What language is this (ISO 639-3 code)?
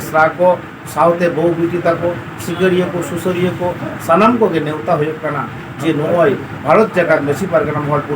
sat